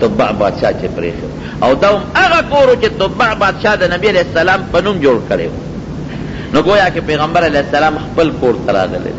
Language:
Pashto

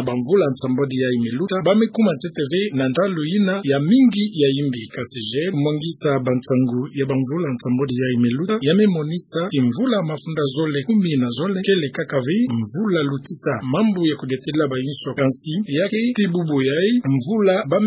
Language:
Kituba (Democratic Republic of Congo)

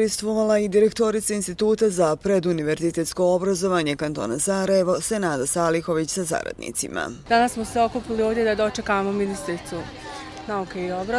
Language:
Bosnian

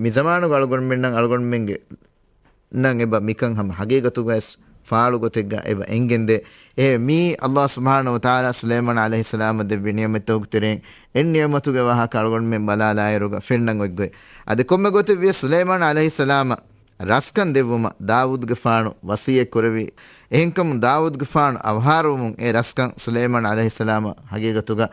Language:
Divehi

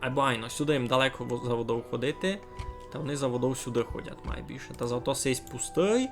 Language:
Rusyn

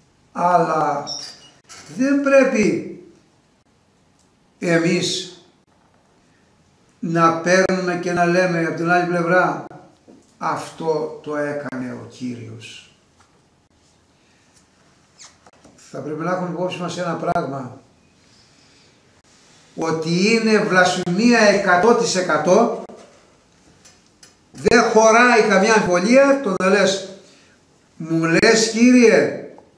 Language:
Greek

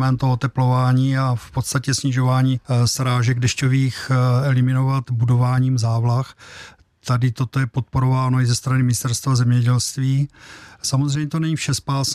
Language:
Czech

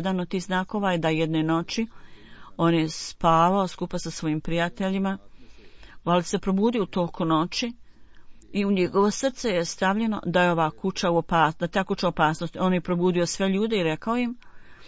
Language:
Bosnian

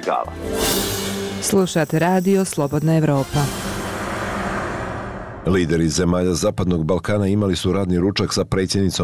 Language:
Bosnian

